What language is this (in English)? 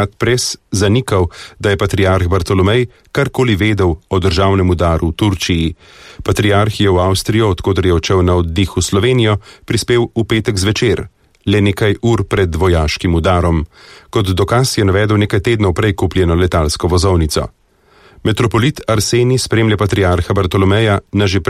Slovenian